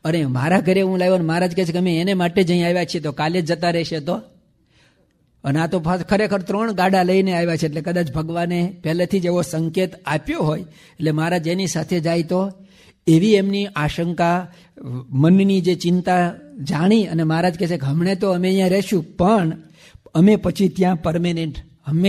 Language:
Gujarati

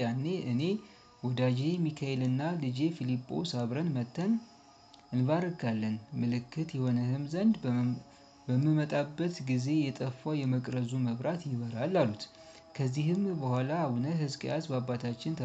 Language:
Amharic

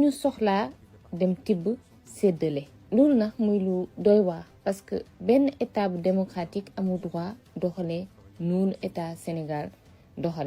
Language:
Wolof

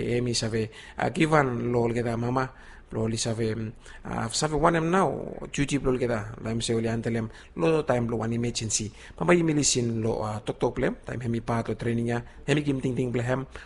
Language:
Bislama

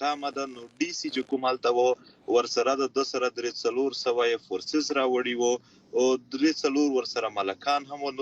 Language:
Pashto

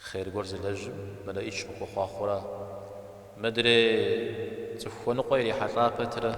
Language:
Kabardian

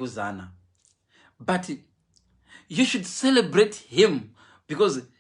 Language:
Shona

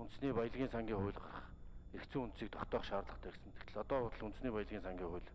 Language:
Mongolian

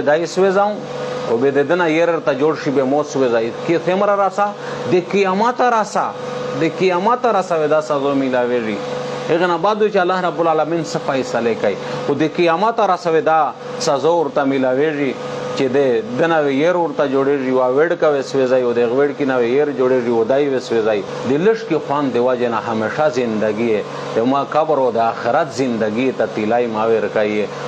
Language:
Pashto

